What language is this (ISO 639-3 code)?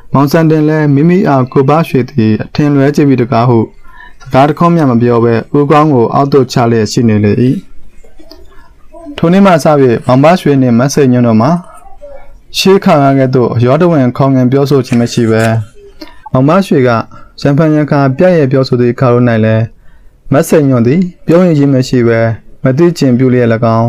mya